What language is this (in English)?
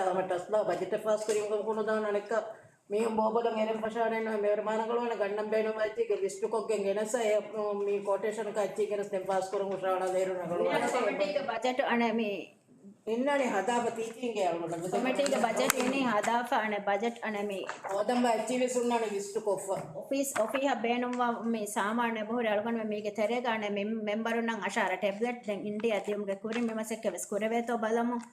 Divehi